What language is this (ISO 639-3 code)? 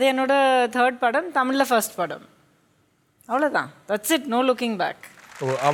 mal